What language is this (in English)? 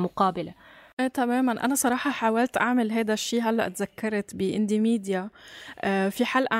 North Levantine Arabic